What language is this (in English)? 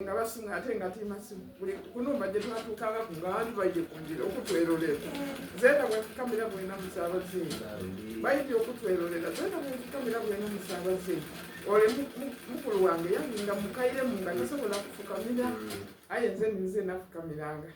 Soga